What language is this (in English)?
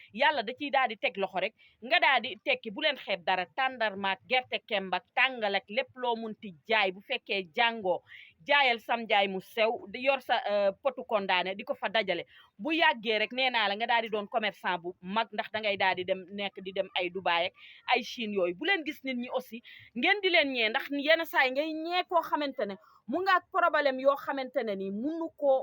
Wolof